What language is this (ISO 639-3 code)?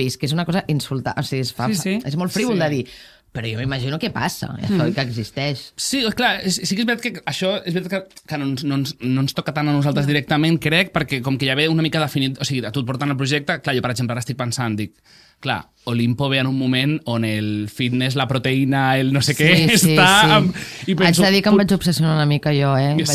cat